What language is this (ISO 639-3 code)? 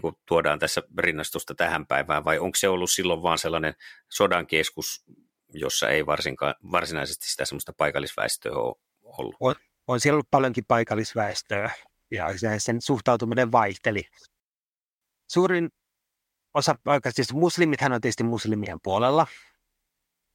fin